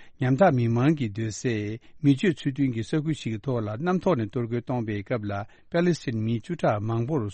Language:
Tibetan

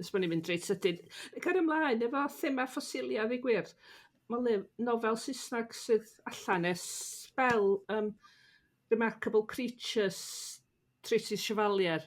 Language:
Welsh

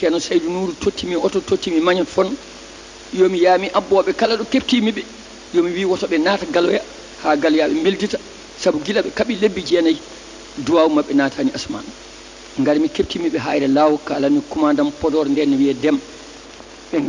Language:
Fula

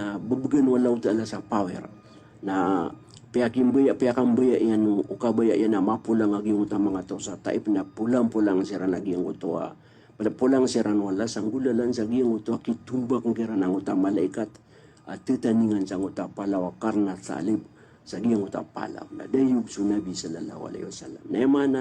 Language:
Maranao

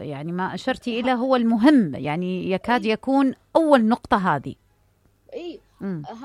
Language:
Mesopotamian Arabic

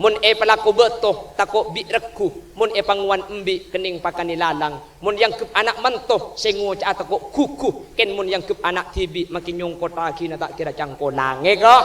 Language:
Madurese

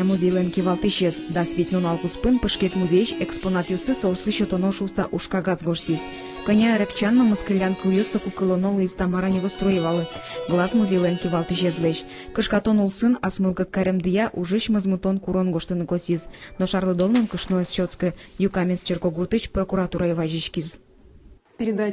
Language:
Udmurt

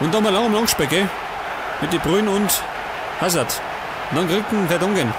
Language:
Bavarian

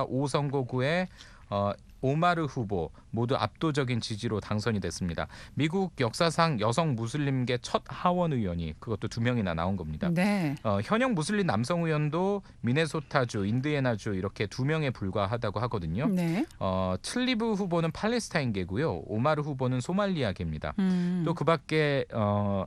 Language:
Korean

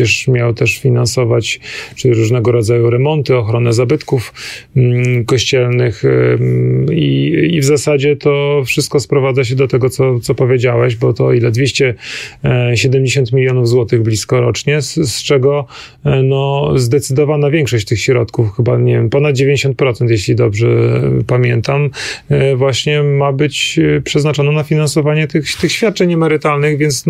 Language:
Polish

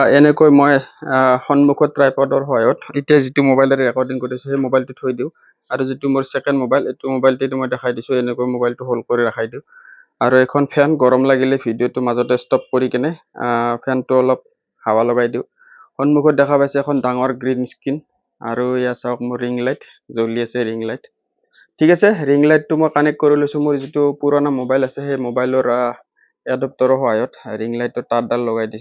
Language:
Assamese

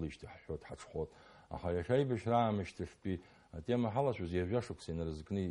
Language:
Abkhazian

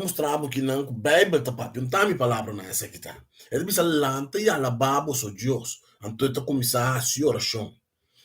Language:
Papiamento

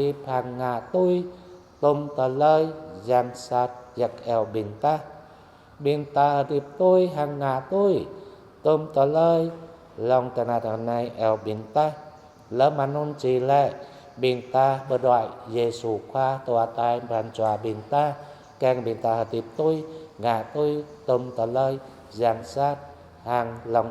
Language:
Jarai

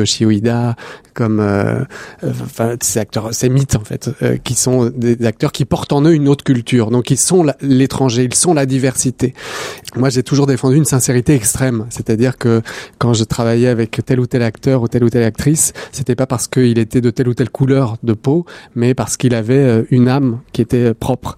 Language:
French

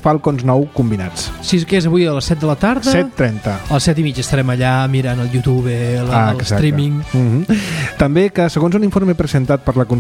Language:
Catalan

